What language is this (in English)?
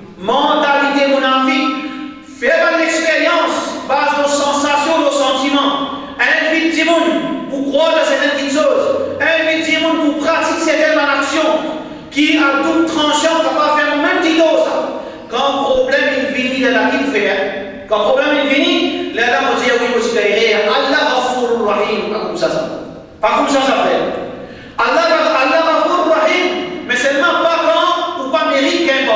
Morisyen